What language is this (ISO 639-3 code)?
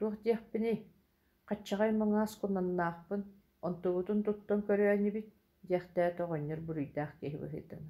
sah